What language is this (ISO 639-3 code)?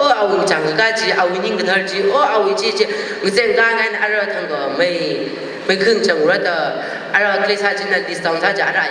nmf